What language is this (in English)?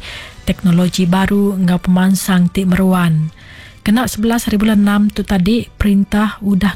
Iban